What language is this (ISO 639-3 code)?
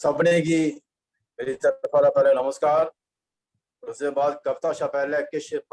doi